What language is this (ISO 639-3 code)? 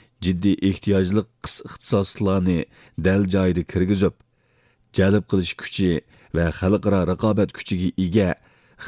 uig